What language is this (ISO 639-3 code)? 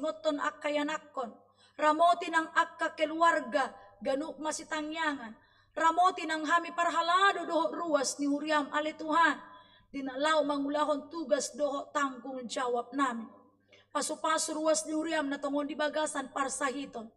bbc